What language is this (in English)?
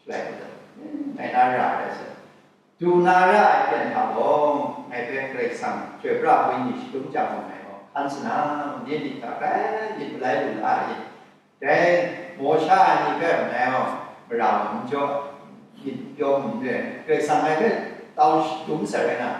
Kachin